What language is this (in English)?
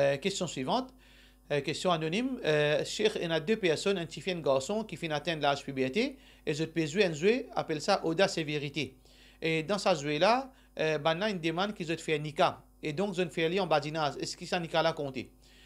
Morisyen